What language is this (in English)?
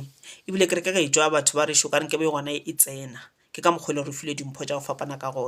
Northern Sotho